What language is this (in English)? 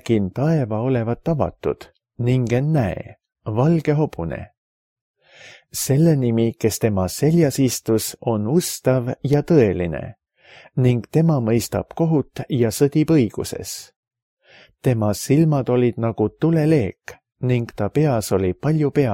Estonian